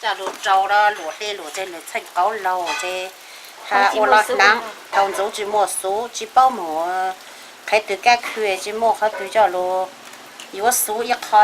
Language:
Hmong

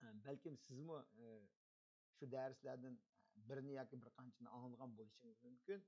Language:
Uyghur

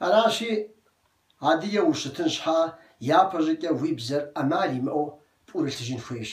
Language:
Kabardian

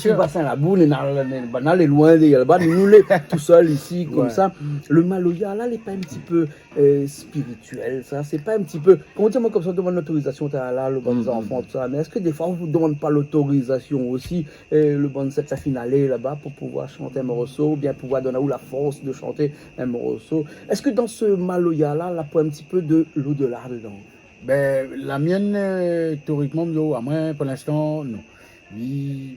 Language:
Réunion Creole French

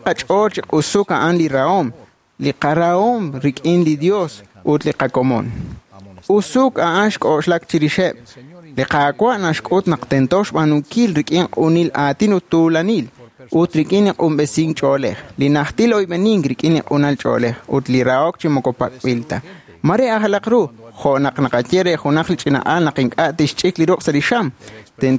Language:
Kekchí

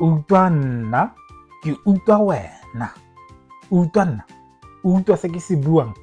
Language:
Tswana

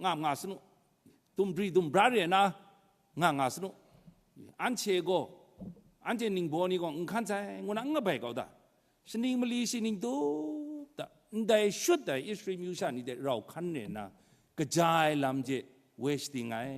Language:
Kachin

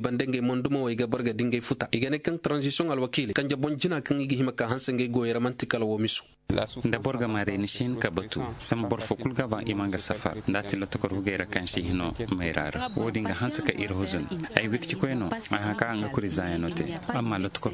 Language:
Koyraboro Senni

